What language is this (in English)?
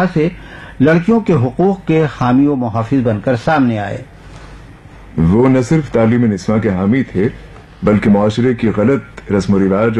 Urdu